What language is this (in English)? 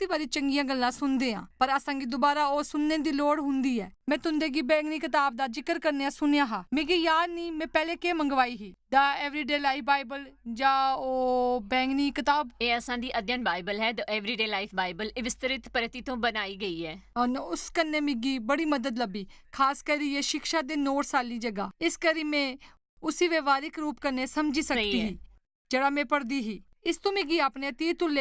Dogri